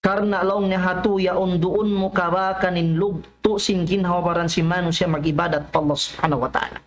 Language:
Tausug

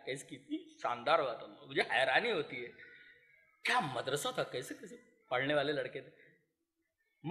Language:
Urdu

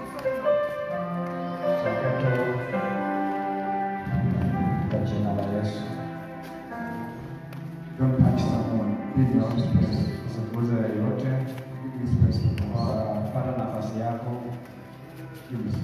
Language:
Swahili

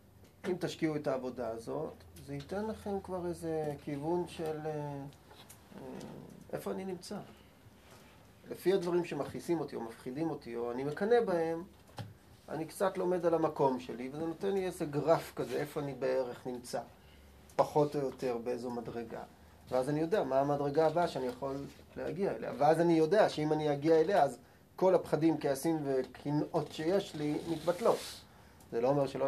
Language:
Hebrew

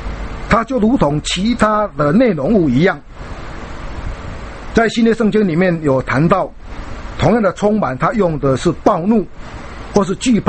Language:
Chinese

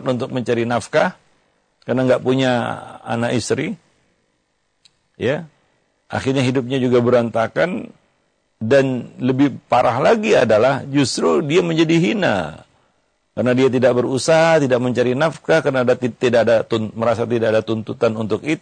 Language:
Indonesian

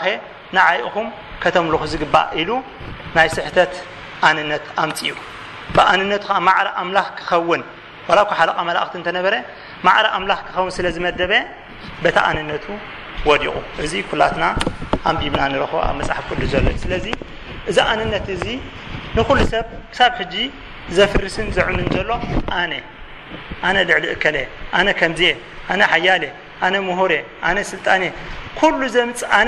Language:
Tigrinya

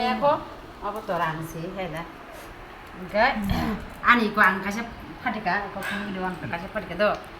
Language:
Kok Borok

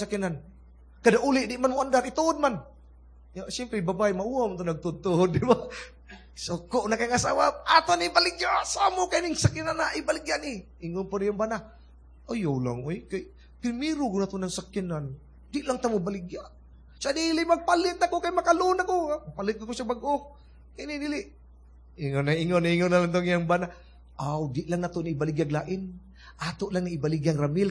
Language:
Cebuano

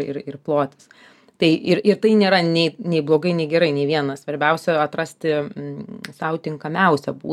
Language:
Lithuanian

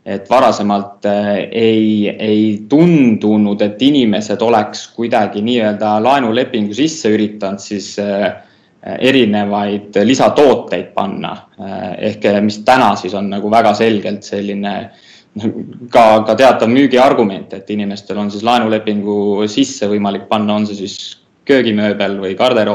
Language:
Estonian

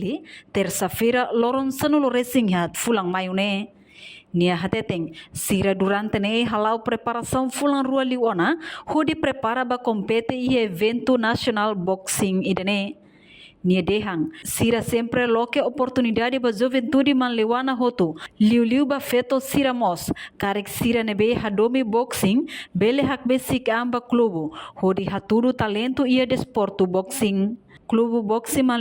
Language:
Tetum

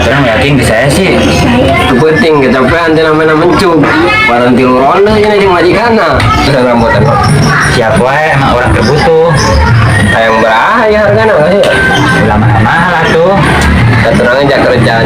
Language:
Sundanese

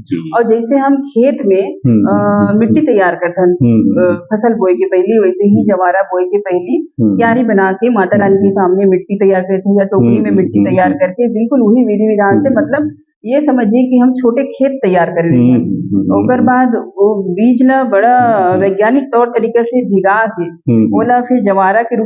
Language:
Chhattisgarhi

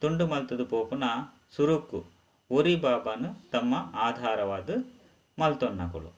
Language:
Tulu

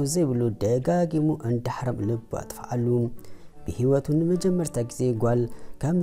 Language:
Tigrinya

